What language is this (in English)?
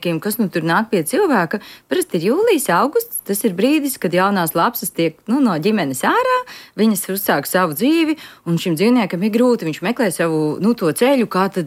Latvian